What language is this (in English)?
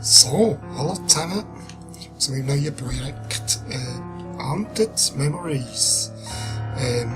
Swiss German